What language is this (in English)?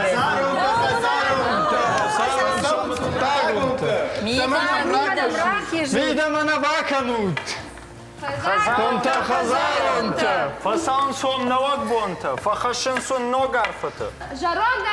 Ossetic